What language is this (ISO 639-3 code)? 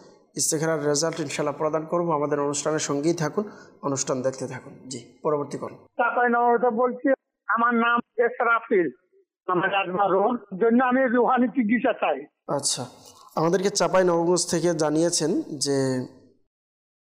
ben